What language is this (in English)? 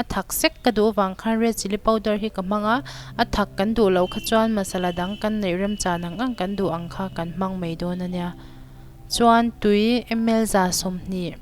Mizo